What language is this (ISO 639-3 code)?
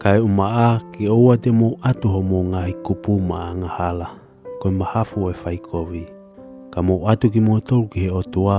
ton